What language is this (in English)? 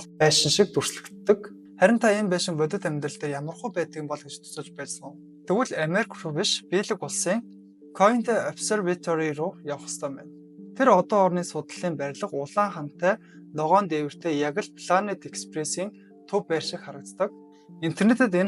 Mongolian